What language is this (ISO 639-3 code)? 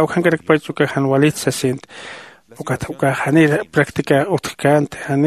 aym